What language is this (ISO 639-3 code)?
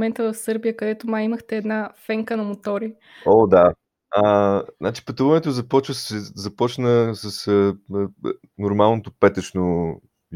bul